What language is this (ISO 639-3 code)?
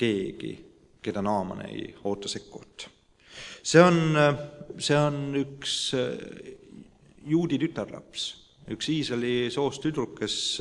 est